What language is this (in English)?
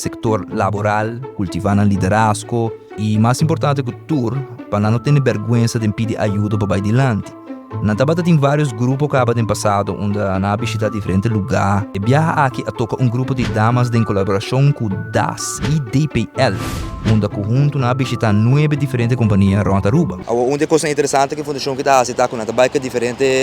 Papiamento